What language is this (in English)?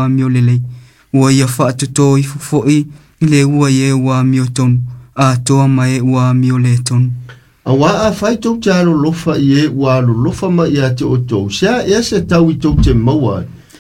Samoan